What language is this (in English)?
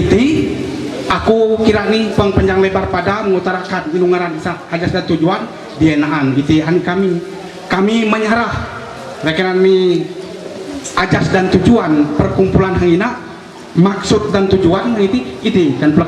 Ma'anyan